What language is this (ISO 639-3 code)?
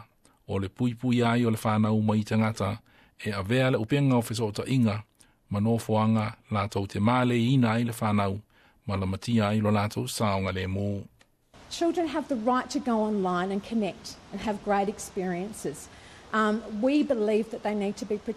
smo